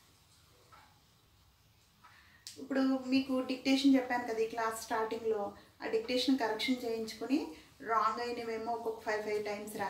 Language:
Telugu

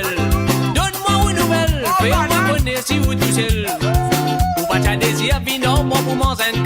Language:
Morisyen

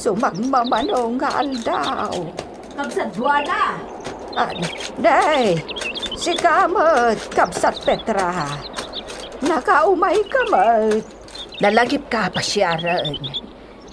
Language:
Iloko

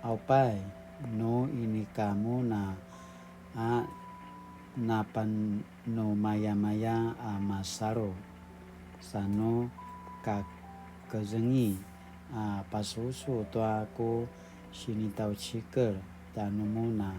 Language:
Paiwan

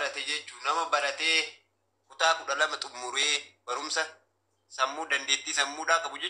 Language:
Oromo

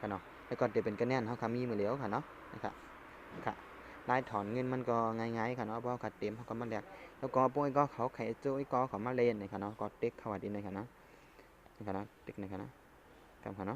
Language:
Shan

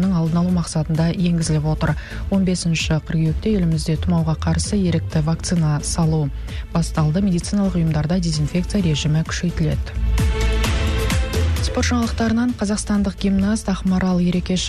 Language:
Kazakh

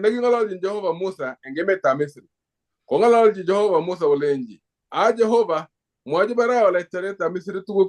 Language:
Kalenjin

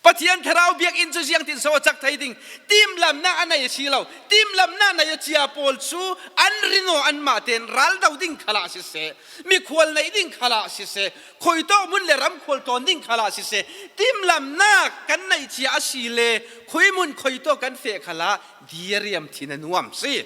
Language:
Falam Chin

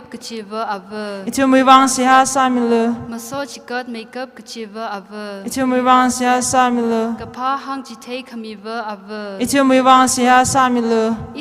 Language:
Tangkhul Naga (India)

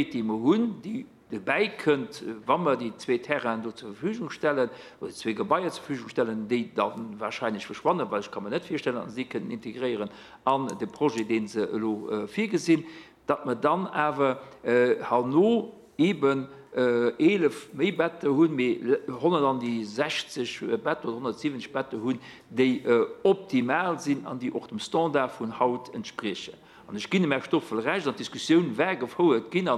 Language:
Luxembourgish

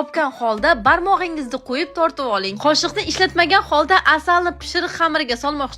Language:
Uzbek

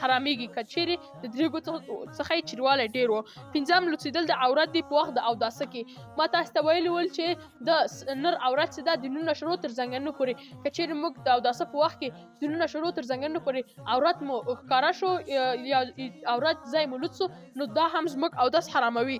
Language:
Pashto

